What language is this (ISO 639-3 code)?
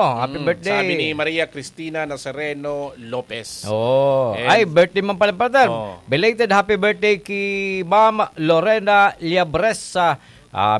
bik